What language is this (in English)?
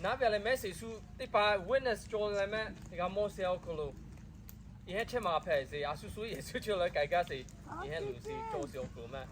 Lahu